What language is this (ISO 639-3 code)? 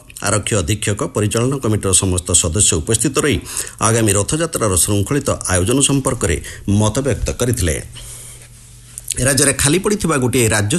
ori